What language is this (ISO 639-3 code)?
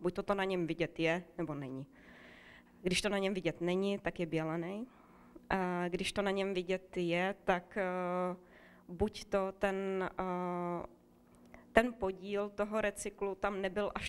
ces